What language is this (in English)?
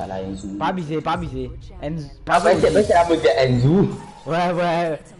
Morisyen